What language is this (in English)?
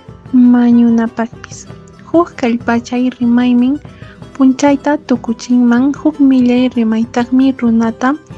Quechua